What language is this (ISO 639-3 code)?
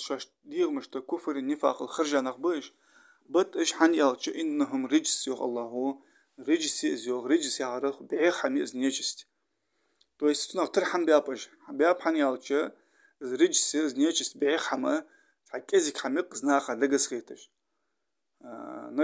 inh